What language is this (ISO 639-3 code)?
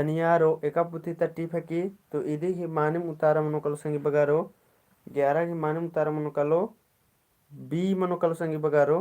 kru